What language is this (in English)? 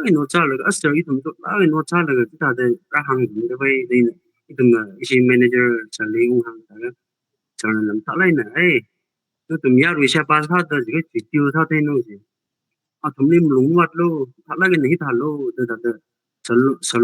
Tangkhul Naga (India)